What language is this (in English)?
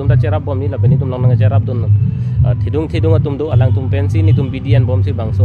Karbi